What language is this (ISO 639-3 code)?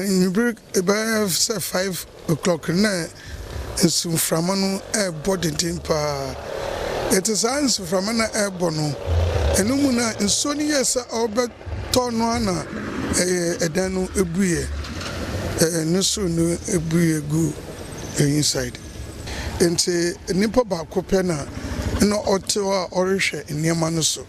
aka